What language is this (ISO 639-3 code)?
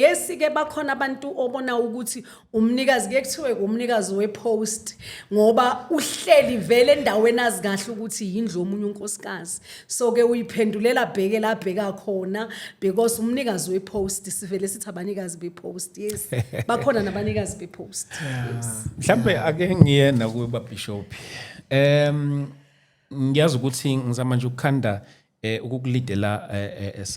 zul